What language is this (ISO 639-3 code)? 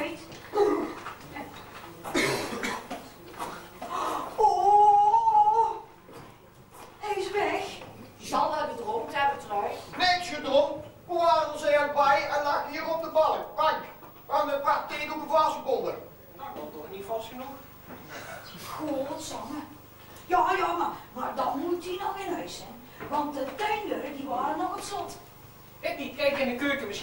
nld